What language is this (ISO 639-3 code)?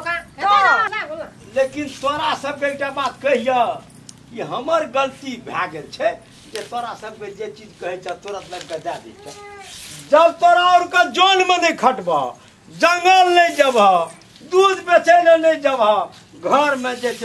mai